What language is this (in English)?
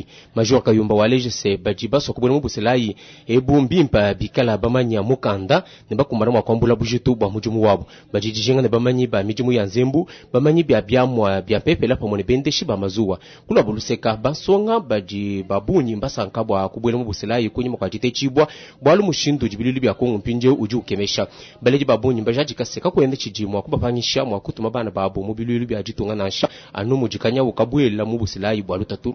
Luba-Lulua